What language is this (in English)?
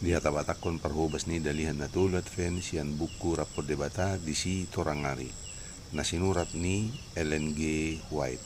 Batak Toba